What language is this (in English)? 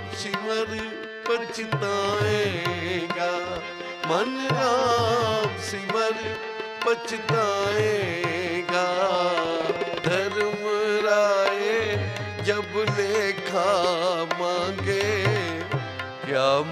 Punjabi